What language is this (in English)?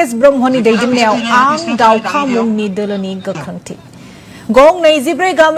Bodo